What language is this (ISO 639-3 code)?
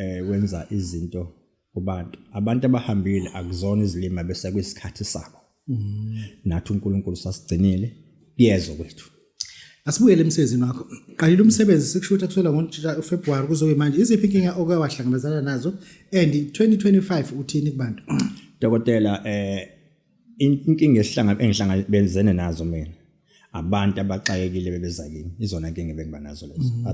zul